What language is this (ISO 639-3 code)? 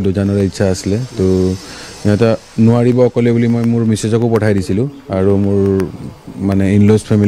asm